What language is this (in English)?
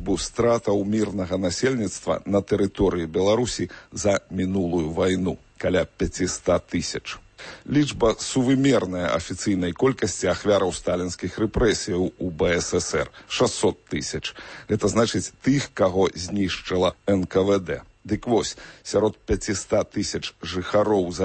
Belarusian